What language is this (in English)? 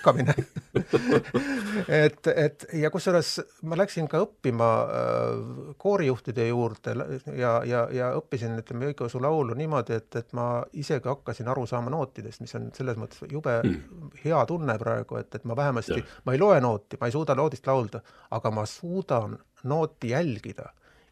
Estonian